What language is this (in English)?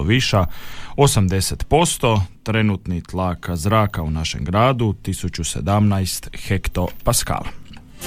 Croatian